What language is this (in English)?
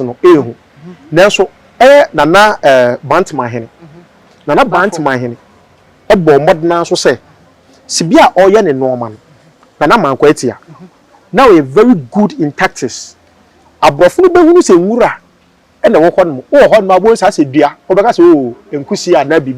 Akan